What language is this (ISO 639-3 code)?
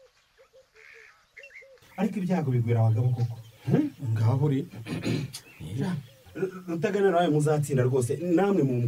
kin